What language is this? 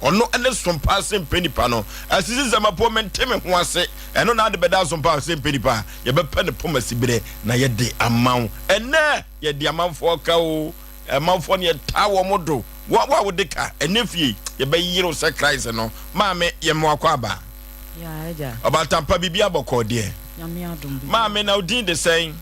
Akan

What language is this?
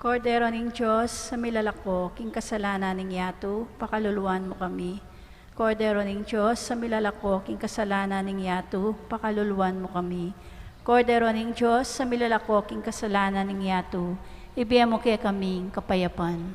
Pampanga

